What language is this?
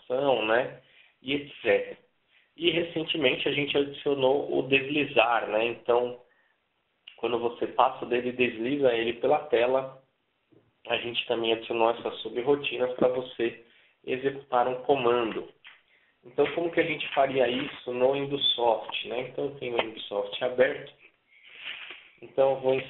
Portuguese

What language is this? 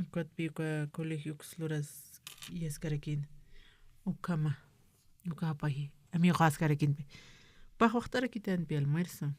Aymara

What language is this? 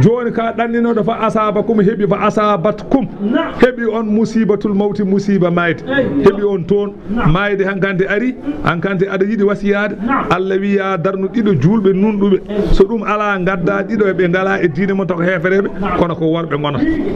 Fula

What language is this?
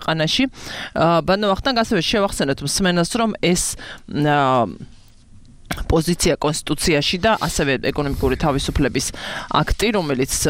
Georgian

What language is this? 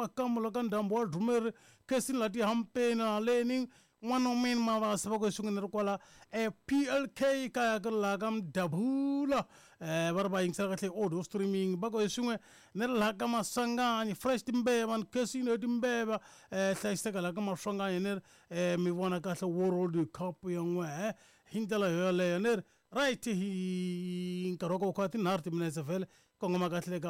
Tsonga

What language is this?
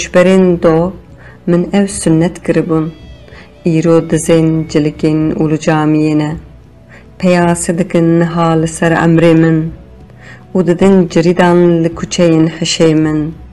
Kurdish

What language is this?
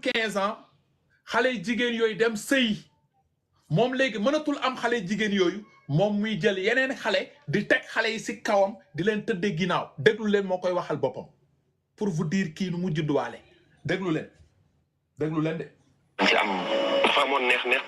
Wolof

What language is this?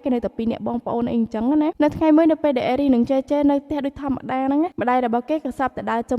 Khmer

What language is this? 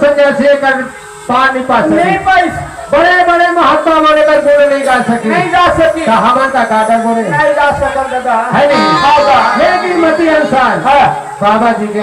Chhattisgarhi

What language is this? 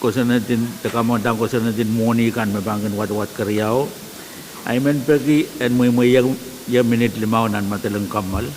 Pohnpeian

